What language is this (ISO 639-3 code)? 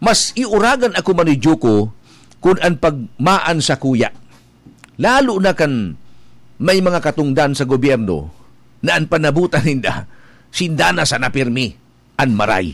bik